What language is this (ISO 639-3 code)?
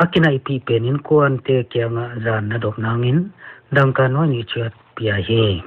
pck